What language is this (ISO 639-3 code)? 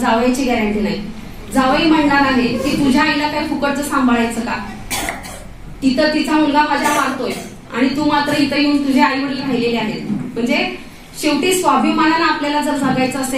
mar